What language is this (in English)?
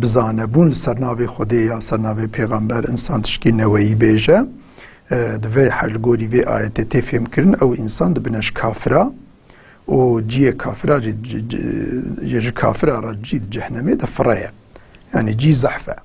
Kurdish